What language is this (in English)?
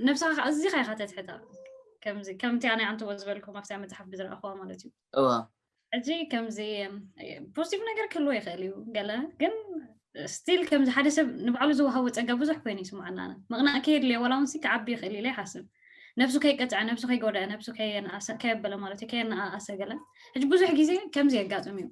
Tigrinya